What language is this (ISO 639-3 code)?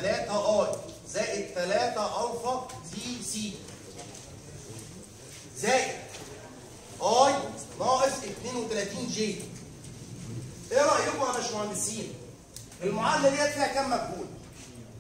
arz